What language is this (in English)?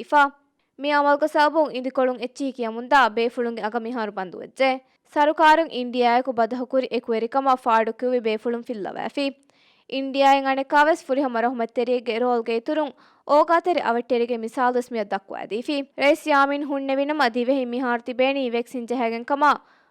Divehi